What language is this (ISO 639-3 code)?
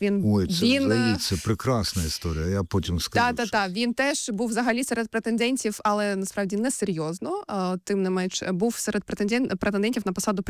ukr